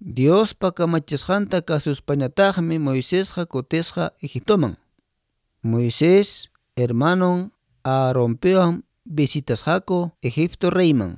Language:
Quechua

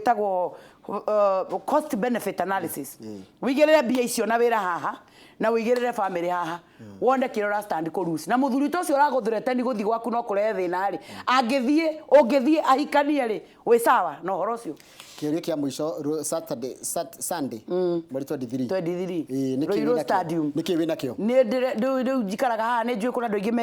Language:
Kikuyu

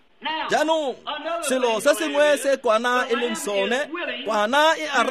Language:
Tswana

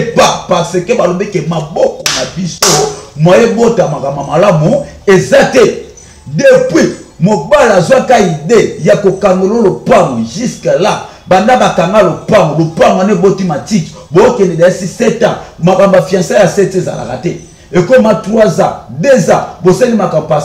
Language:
Lingala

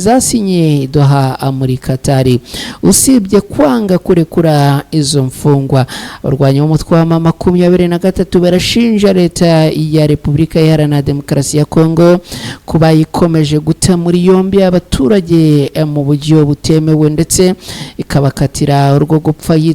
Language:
Kinyarwanda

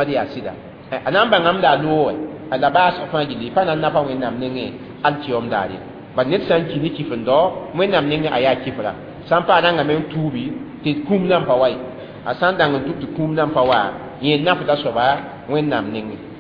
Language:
Mossi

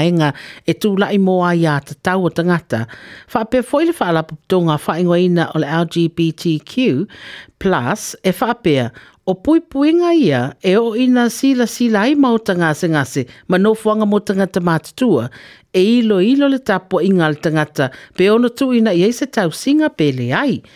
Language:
Samoan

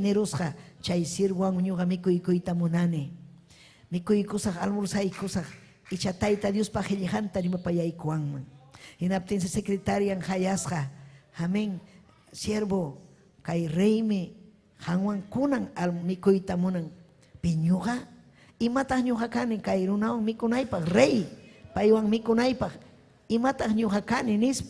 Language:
Ayacucho Quechua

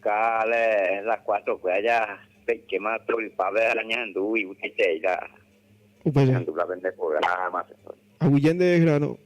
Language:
Guarani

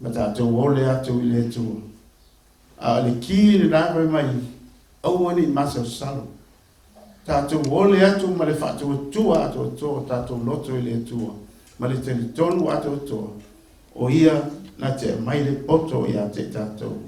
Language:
Samoan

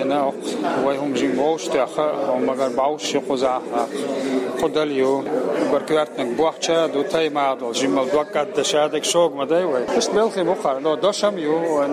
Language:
Chechen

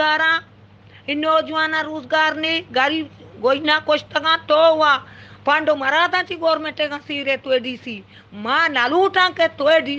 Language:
Eastern Balochi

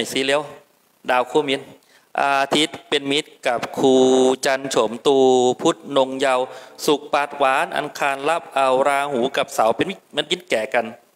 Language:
Thai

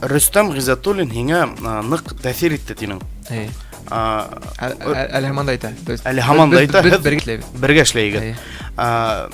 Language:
Bashkir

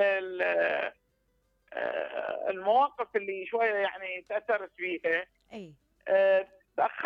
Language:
Mesopotamian Arabic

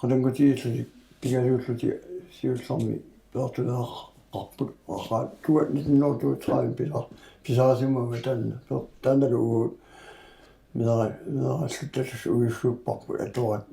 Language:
Kalaallisut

